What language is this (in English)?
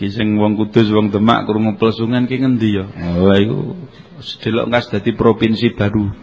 Javanese